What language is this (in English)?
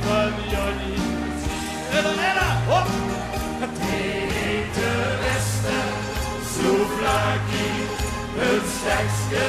Limburgish